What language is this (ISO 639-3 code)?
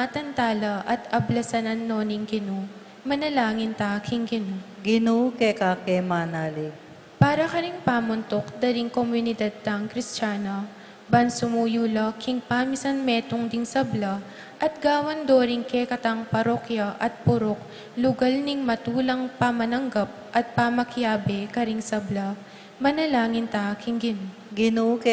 pam